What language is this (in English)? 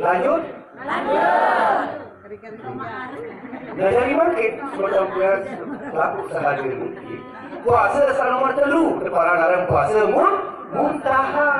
Sasak